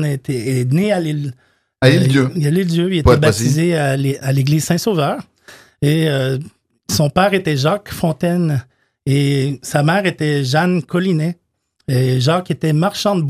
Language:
French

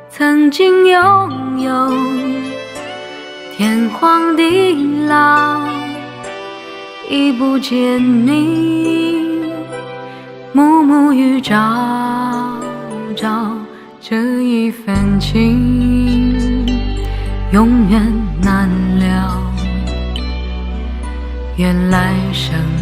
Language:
Chinese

